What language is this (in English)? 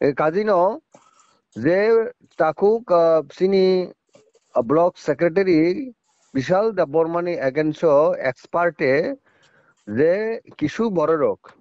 Kok Borok